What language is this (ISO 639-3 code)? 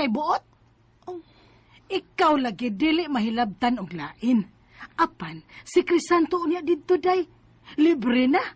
ceb